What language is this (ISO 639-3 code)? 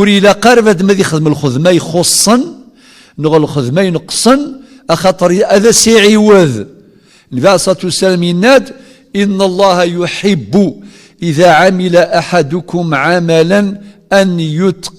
kab